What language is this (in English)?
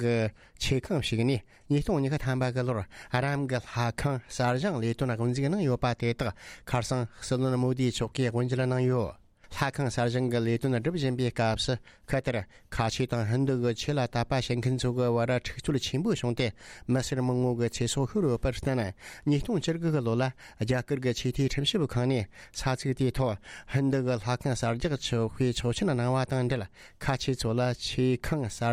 Tibetan